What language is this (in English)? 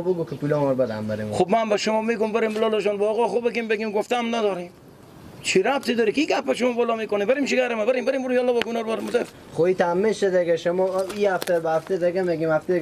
Persian